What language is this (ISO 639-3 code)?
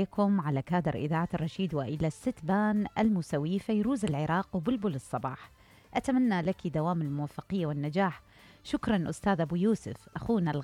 acm